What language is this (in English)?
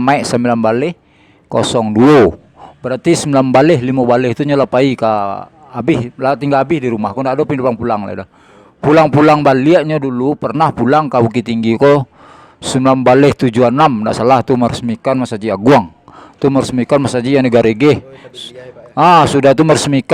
Minangkabau